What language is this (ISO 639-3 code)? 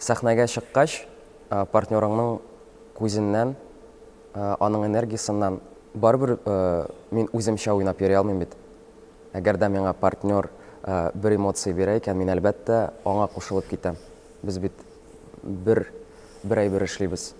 tat